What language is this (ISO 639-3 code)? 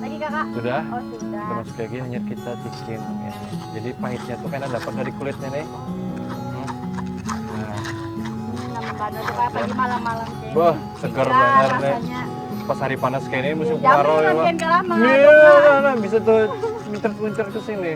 bjn